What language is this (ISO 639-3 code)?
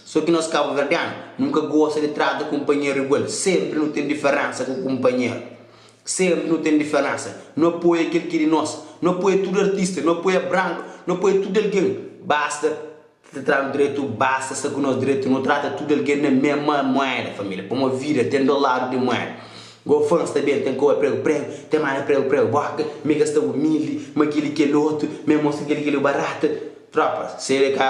kea